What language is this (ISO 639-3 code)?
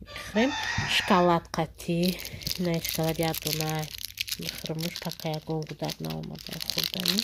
tgk